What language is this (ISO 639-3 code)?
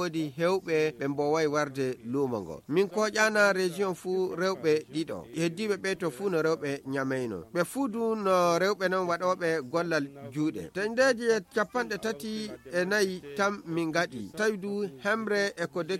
fuv